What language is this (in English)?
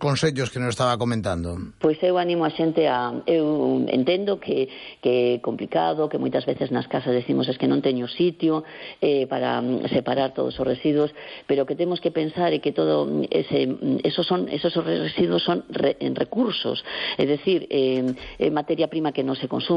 Galician